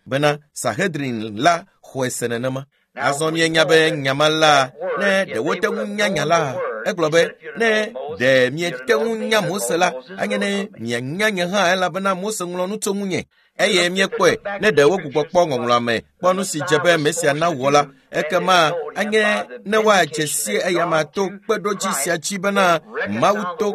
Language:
Ewe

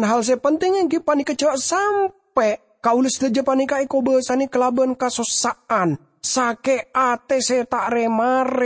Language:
Madurese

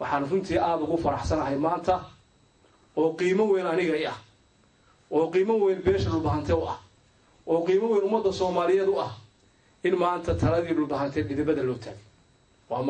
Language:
Somali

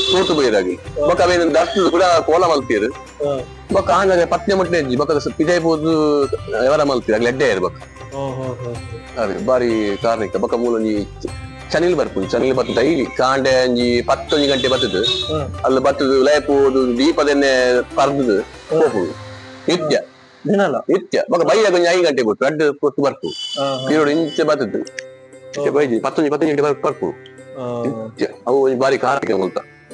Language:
Tulu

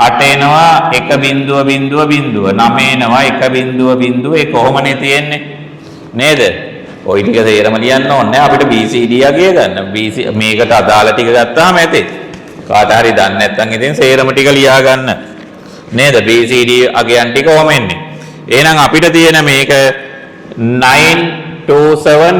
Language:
Sinhala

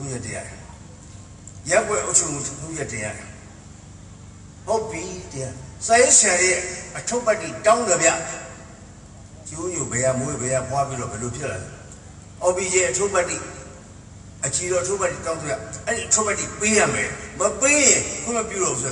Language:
Burmese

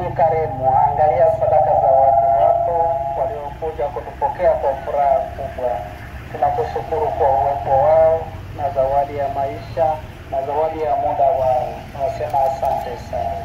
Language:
Swahili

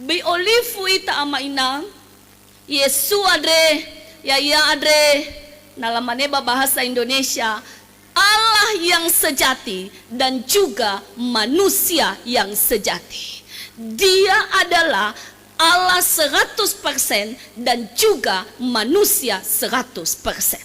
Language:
Nias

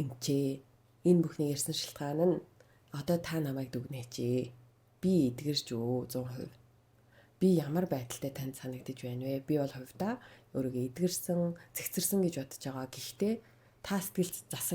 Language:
Mongolian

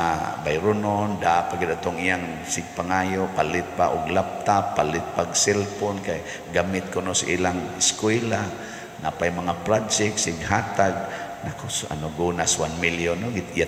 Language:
Cebuano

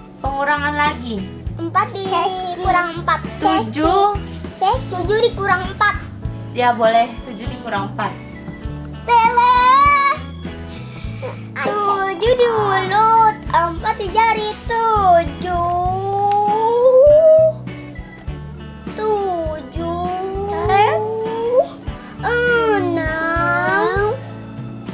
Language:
Indonesian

